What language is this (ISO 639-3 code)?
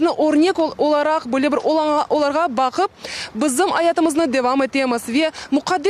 crh